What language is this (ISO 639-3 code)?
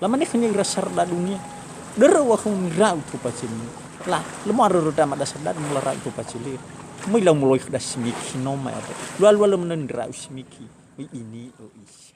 nia